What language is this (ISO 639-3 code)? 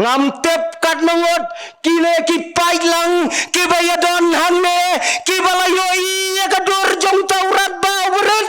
kha